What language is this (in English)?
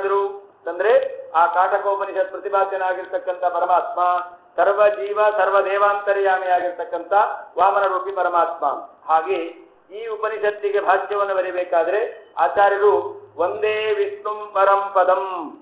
Kannada